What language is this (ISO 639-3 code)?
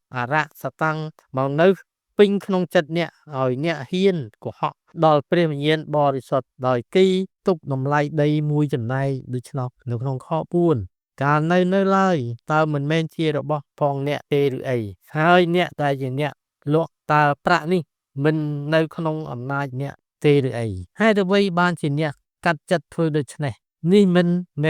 khm